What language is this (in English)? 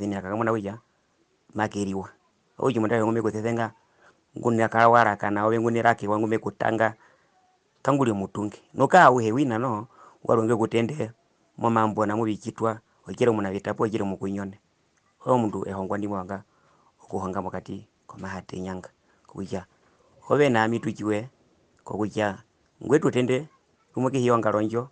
Herero